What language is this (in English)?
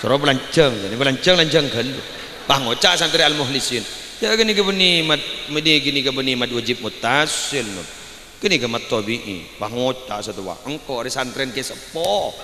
Madurese